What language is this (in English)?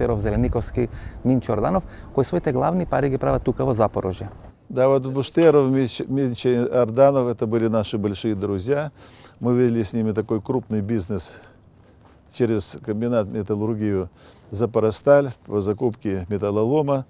Macedonian